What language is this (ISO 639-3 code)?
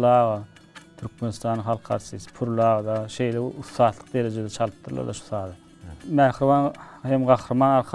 tuk